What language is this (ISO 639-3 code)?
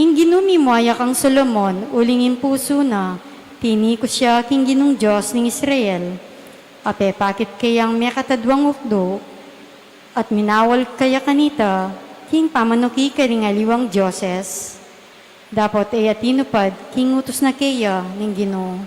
pam